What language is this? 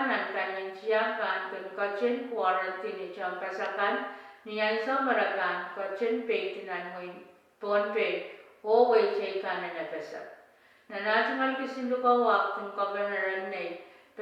Pohnpeian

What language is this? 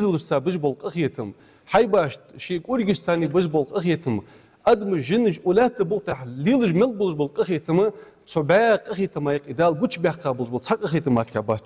Ingush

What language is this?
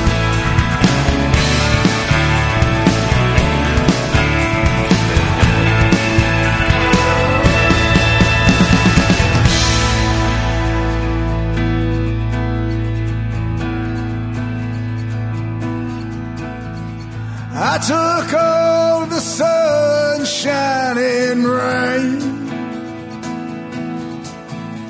Catalan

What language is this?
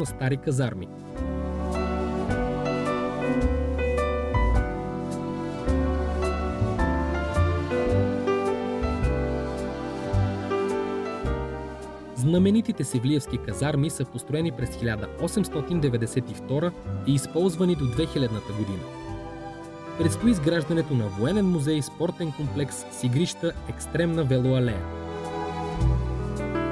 Bulgarian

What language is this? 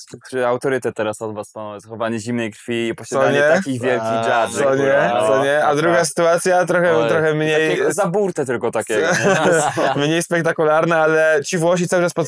Polish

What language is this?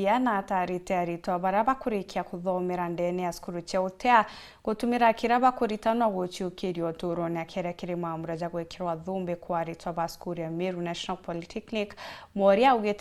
Meru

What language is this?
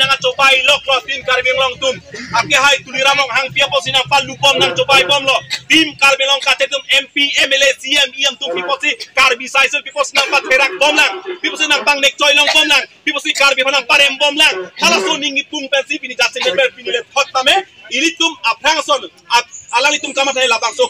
Karbi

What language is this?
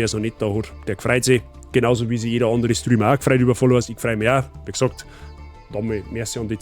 Bavarian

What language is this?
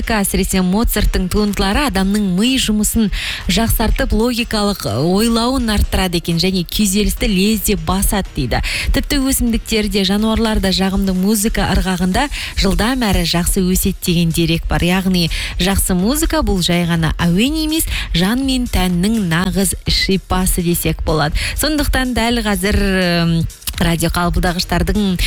Kazakh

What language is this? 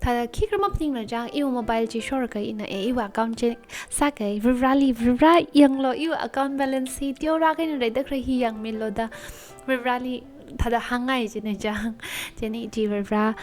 Tangkhul Naga (India)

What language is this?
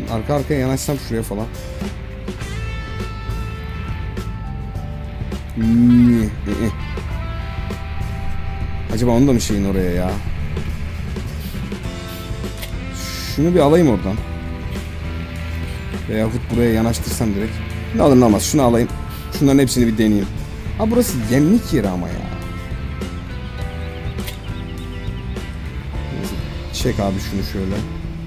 Turkish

